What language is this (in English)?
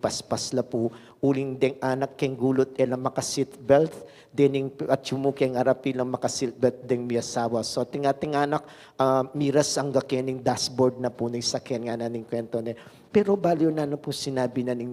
Pampanga